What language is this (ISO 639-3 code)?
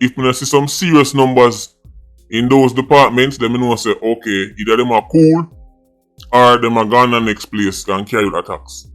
jam